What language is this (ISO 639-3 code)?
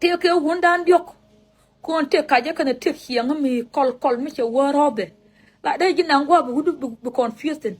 nus